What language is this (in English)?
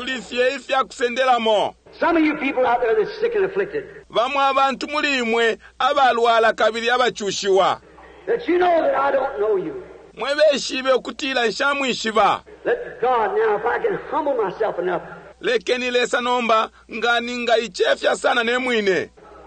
Bemba